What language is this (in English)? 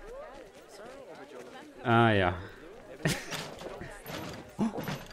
German